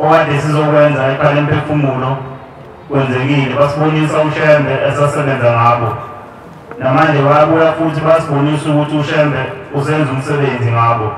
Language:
Zulu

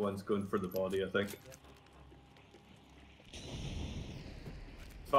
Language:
English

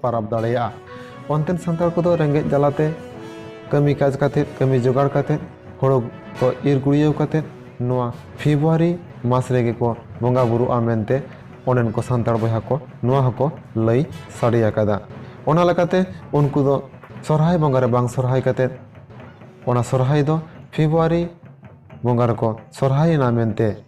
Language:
Santali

